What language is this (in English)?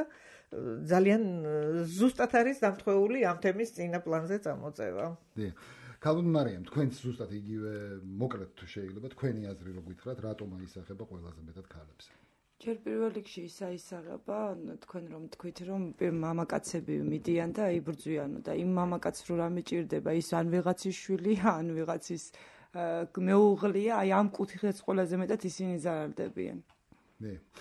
Georgian